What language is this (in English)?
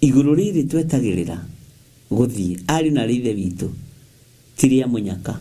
Kikuyu